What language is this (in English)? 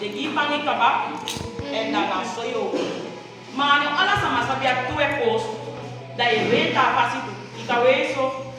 Saramaccan